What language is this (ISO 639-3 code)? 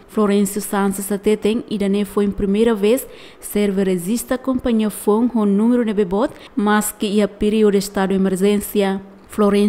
tet